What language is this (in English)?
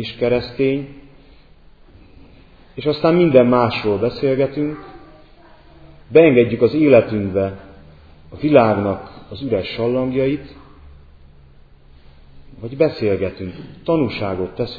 Hungarian